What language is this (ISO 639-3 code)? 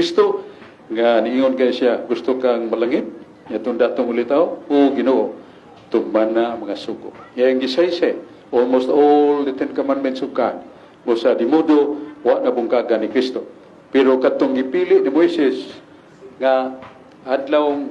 ceb